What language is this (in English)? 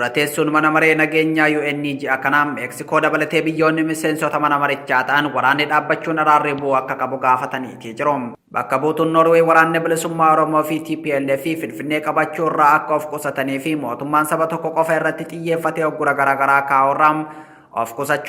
Oromo